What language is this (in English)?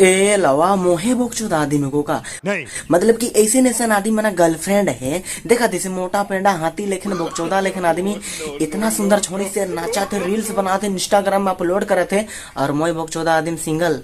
Sadri